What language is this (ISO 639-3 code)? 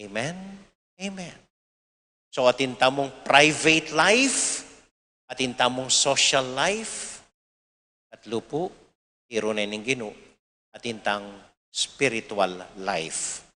pam